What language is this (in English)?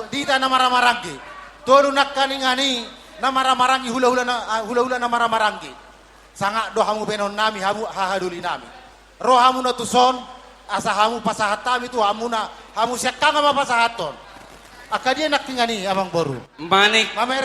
Batak Toba